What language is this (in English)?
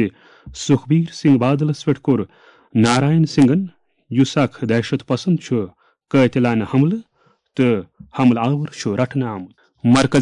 Kashmiri